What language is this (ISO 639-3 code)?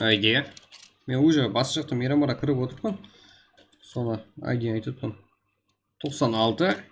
kaa